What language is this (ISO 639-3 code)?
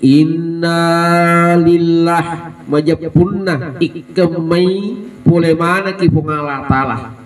bug